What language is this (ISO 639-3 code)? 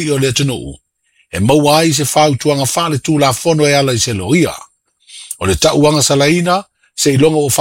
smo